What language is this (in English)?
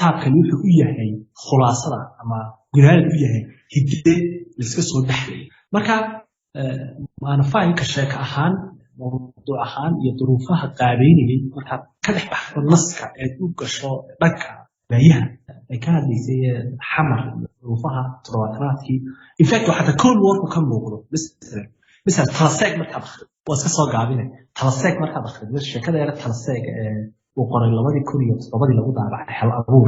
Somali